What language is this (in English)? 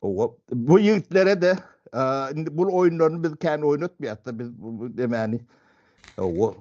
Turkmen